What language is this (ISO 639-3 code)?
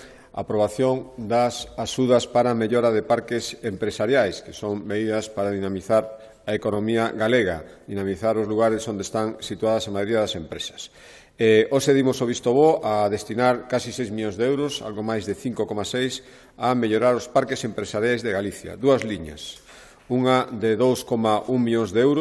glg